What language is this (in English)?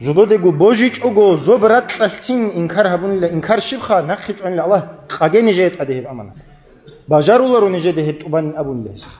Avaric